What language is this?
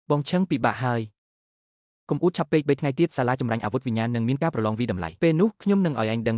Khmer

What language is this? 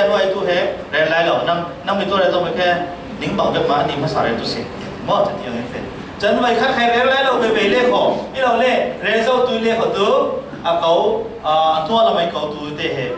Falam Chin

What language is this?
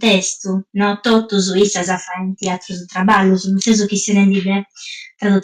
Sardinian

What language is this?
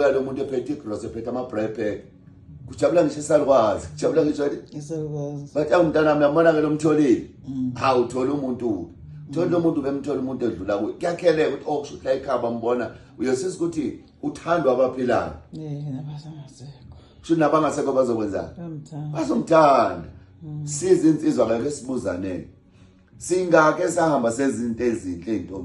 Zulu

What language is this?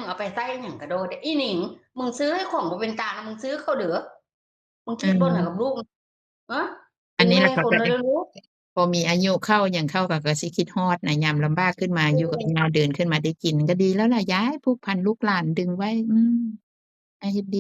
Northeastern Thai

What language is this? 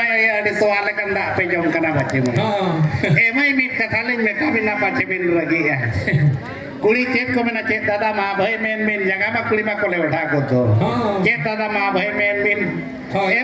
Santali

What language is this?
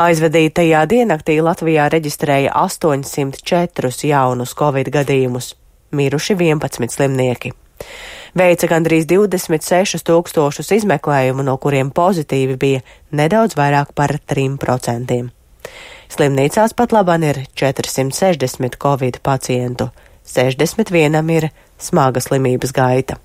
Latvian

